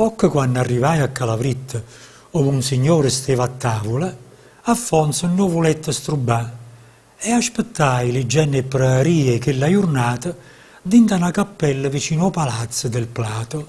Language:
Neapolitan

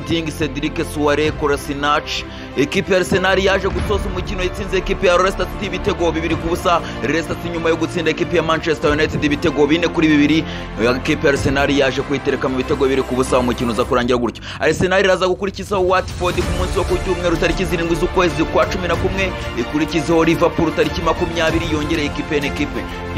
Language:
Kinyarwanda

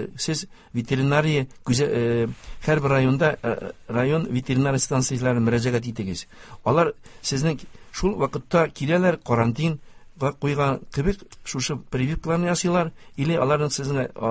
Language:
Tatar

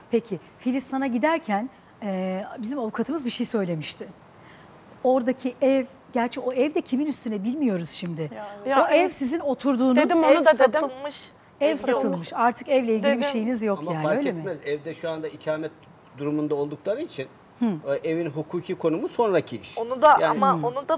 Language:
Turkish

